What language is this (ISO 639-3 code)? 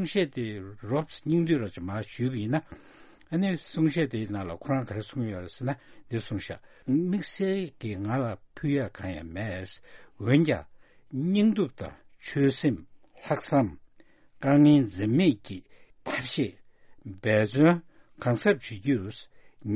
bod